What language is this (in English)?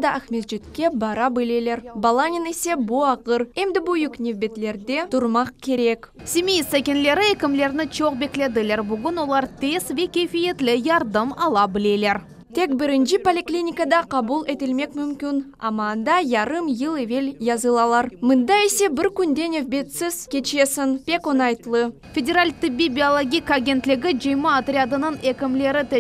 Crimean Tatar